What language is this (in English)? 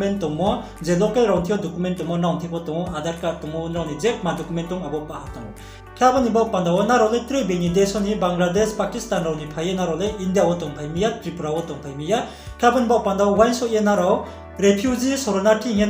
Riang (India)